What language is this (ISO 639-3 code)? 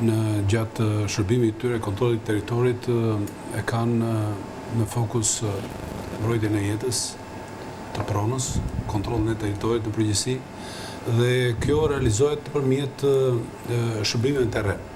sqi